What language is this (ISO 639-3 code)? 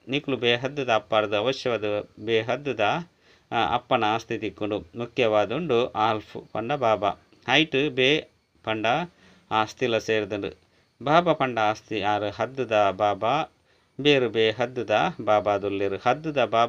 tcy